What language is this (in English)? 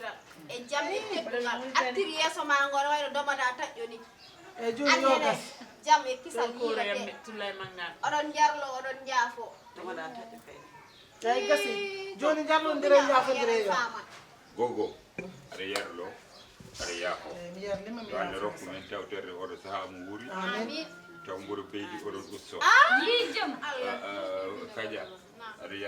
Fula